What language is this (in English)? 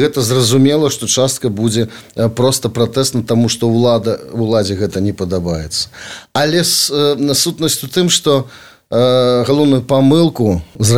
Belarusian